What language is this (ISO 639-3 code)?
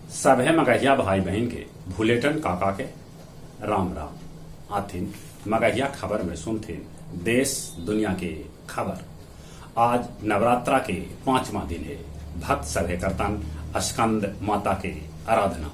mag